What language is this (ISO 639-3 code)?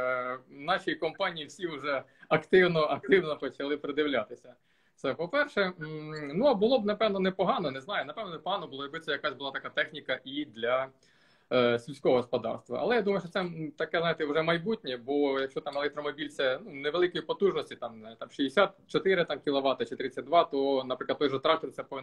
ukr